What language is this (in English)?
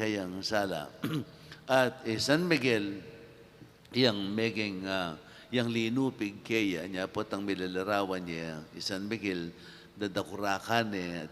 Pampanga